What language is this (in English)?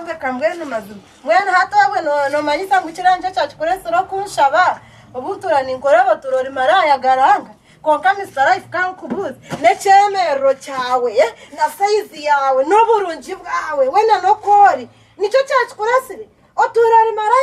Nyankole